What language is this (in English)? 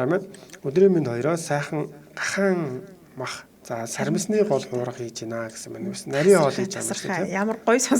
Mongolian